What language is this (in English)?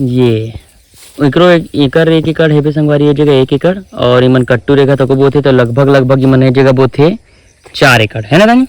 Chhattisgarhi